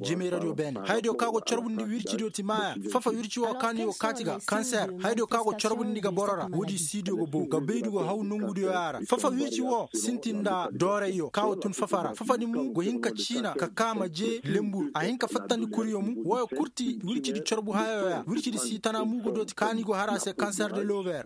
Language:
Koyraboro Senni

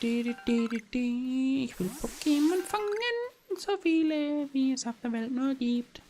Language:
Bavarian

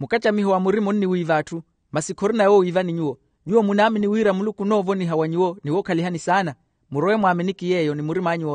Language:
Makhuwa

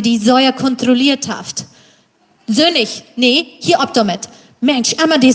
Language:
Plautdietsch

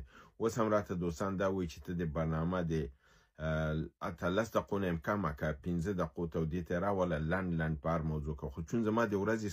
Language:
Pashto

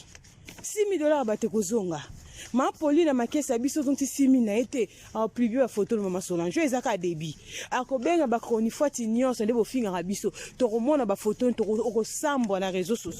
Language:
Lingala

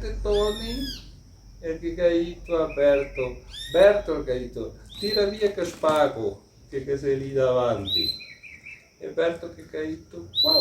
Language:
Venetian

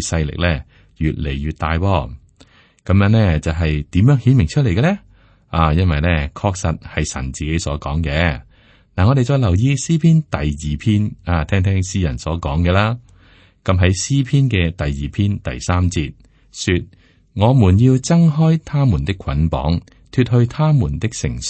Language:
Cantonese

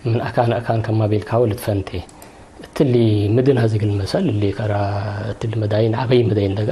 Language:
Tigre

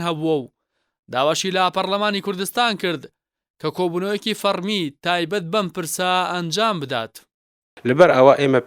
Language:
Central Kurdish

